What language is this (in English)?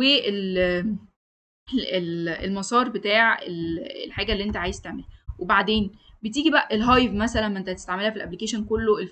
Egyptian Arabic